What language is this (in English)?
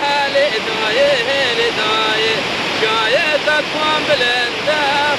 Kurdish